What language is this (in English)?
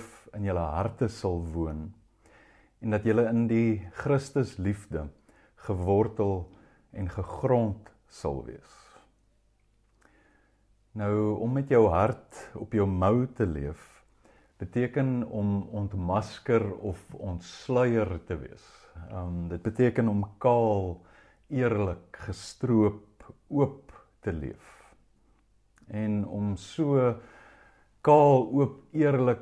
Afrikaans